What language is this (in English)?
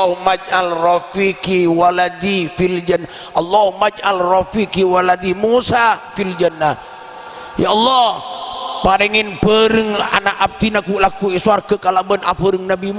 Madurese